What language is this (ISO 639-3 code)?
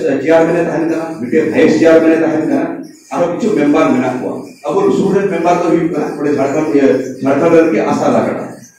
sat